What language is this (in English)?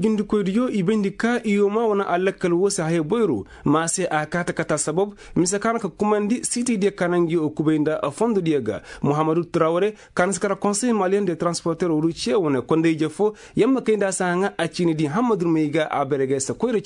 Koyraboro Senni